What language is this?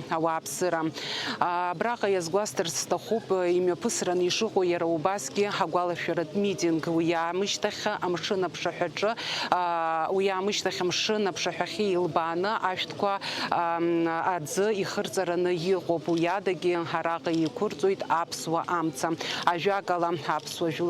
Abkhazian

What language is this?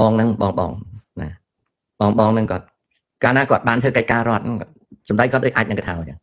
Khmer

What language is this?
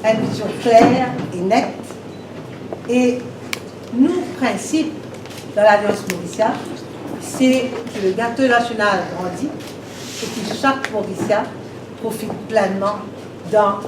Morisyen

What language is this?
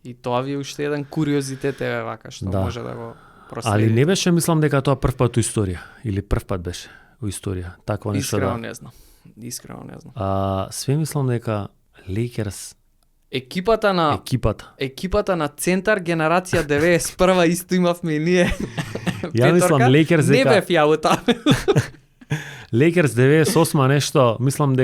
Macedonian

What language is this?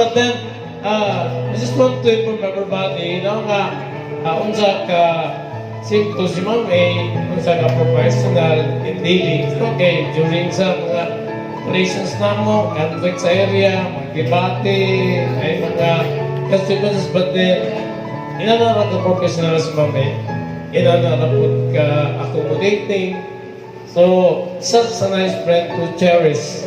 Cebuano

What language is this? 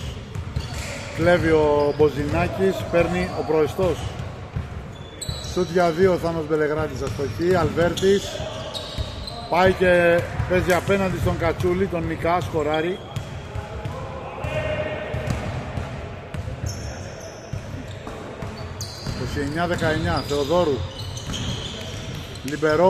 Greek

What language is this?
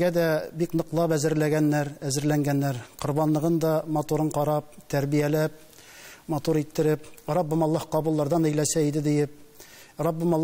Tatar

